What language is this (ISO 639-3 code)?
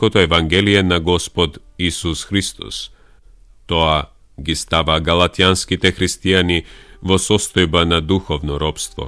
mkd